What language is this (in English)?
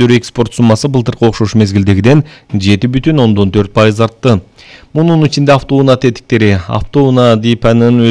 Kyrgyz